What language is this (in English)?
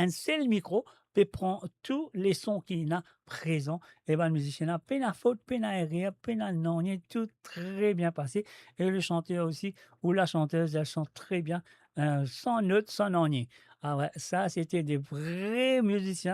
Morisyen